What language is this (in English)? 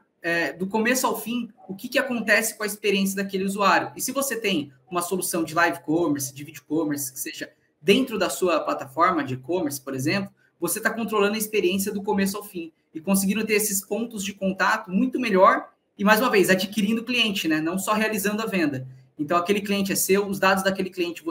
Portuguese